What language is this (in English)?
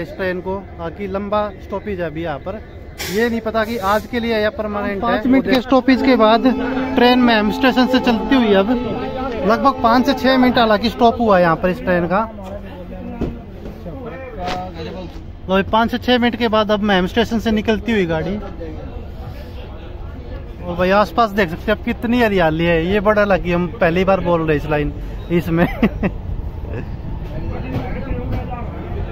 Hindi